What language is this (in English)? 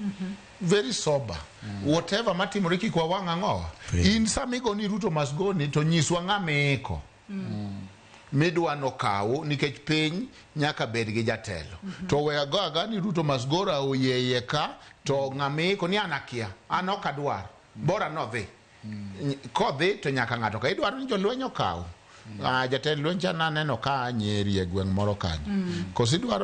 Luo (Kenya and Tanzania)